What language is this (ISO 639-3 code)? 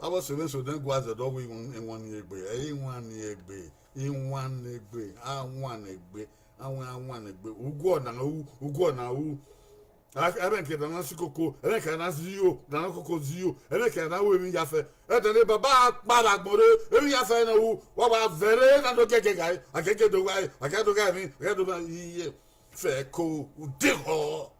bin